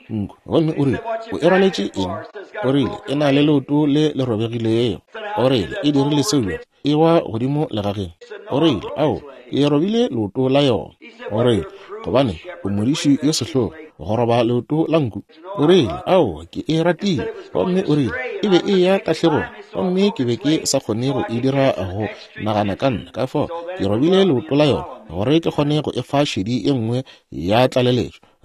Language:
Northern Sotho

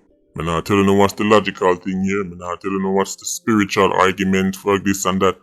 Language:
Jamaican Creole English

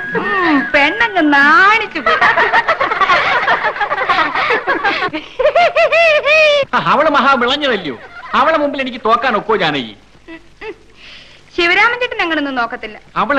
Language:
Malayalam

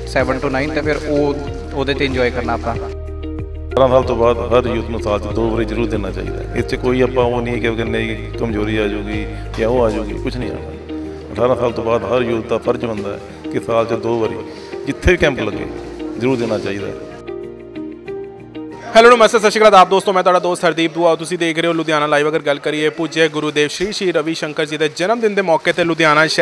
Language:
Punjabi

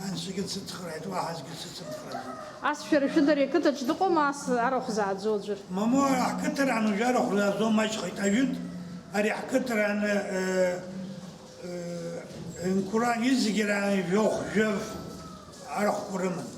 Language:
Abkhazian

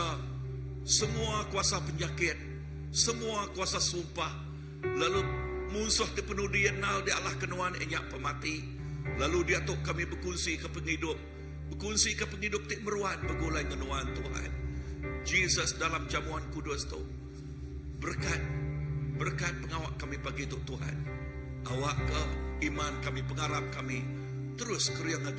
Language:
Iban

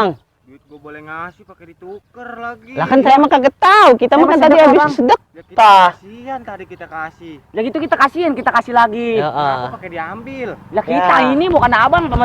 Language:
Betawi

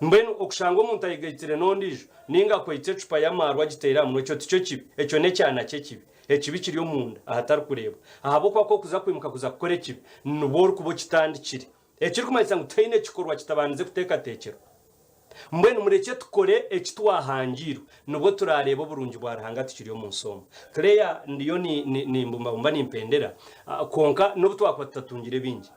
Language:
Nyankole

